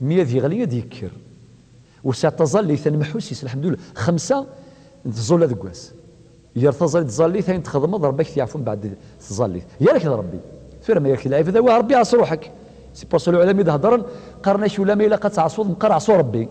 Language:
Kabyle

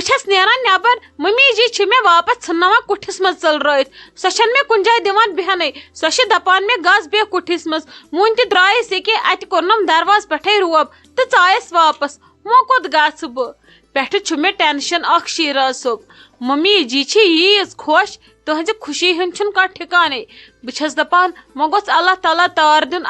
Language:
Kashmiri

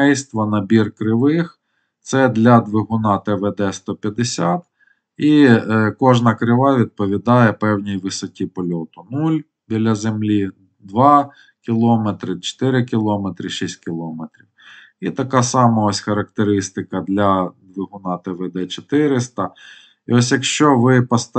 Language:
Ukrainian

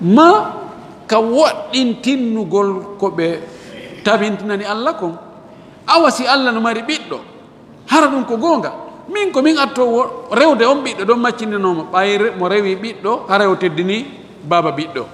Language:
Fula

